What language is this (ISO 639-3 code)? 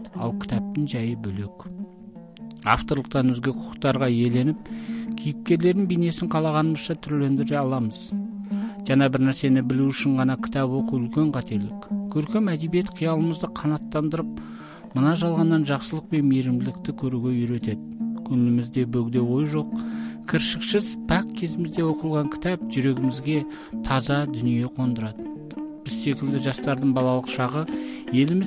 kaz